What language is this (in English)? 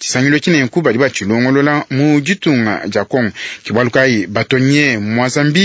Luba-Lulua